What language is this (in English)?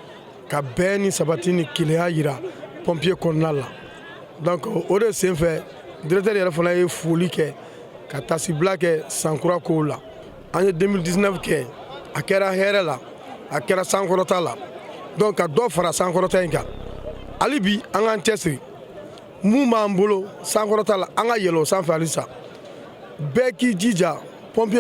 Bambara